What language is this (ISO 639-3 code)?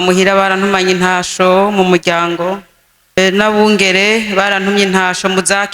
run